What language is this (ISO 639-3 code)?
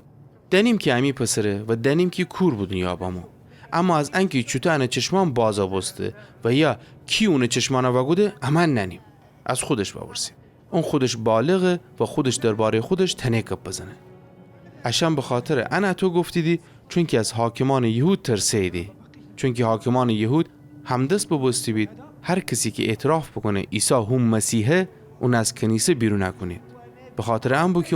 glk